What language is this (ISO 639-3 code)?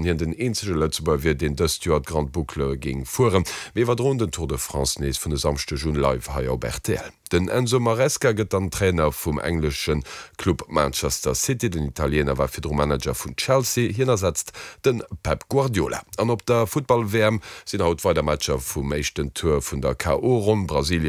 ltz